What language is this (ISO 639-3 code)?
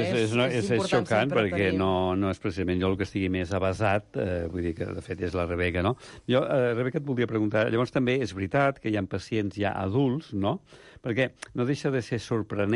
cat